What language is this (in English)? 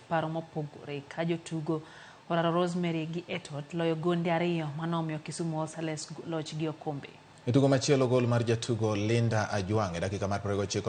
Luo (Kenya and Tanzania)